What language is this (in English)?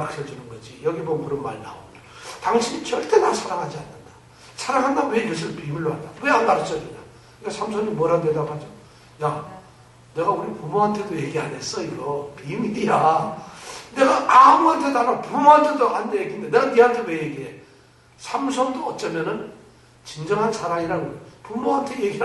Korean